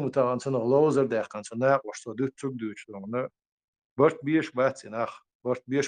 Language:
Chechen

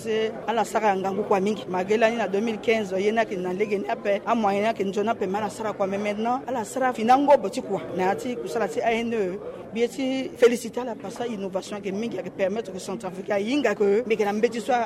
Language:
Sango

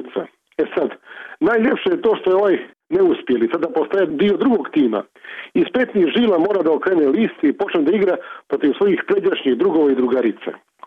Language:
Croatian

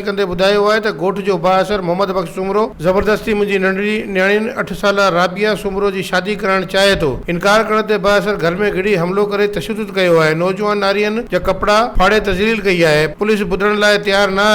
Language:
Sindhi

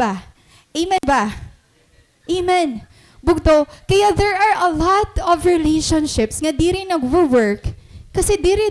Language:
Waray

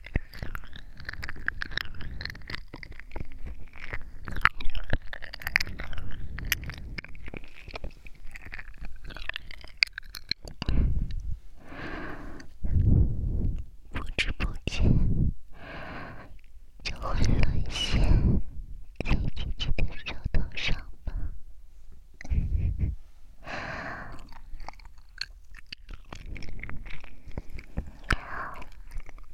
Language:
Chinese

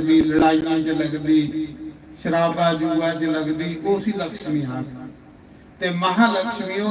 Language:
Dogri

